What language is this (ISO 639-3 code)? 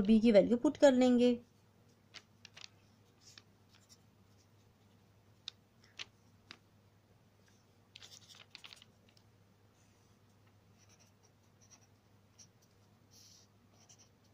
hin